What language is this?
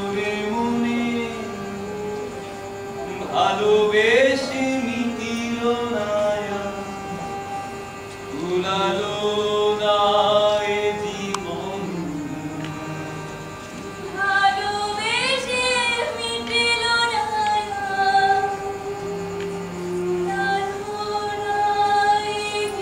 Bangla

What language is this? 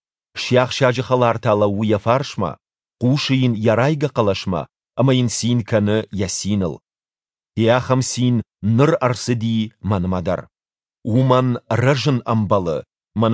Ossetic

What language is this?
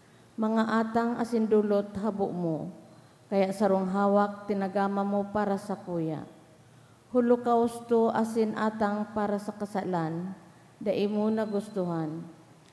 Bikol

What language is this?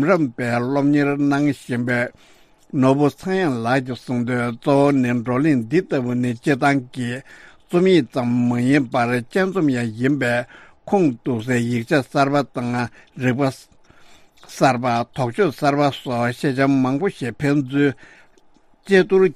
Tibetan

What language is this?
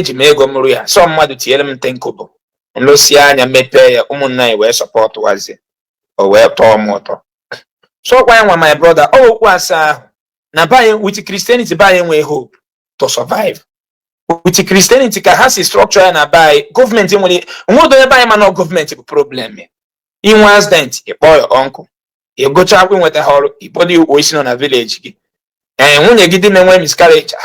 Igbo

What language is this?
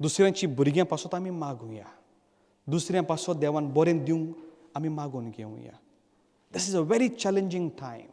Konkani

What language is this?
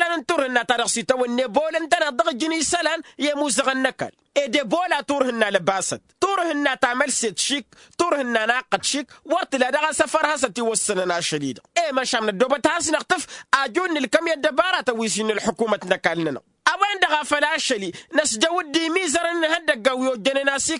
Tamasheq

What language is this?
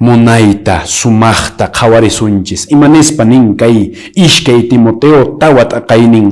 Quechua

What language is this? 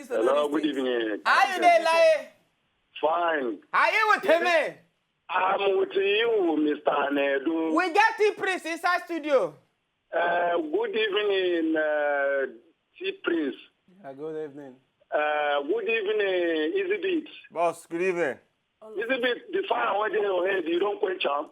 Nigerian Pidgin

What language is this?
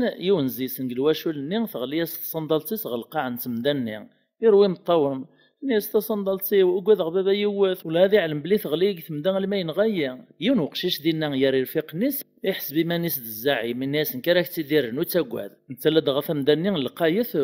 Kabyle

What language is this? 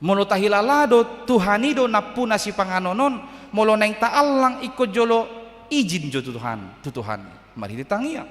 Batak Toba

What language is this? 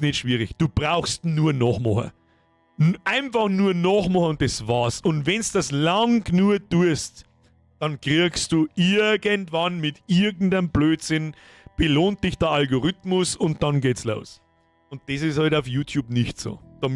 Bavarian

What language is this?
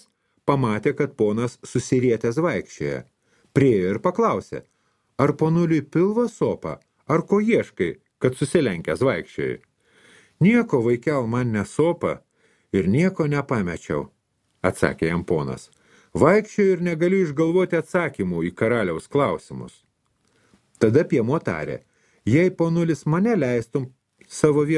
Lithuanian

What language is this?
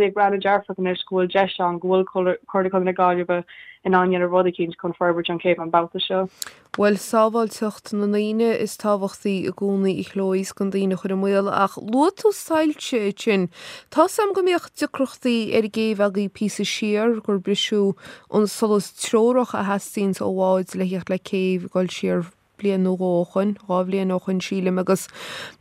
Irish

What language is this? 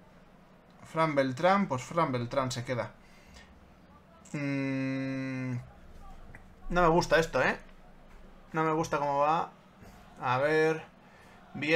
Spanish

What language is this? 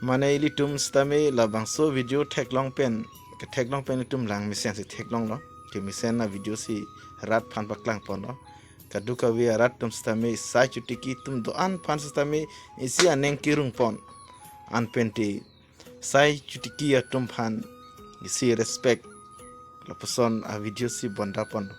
Karbi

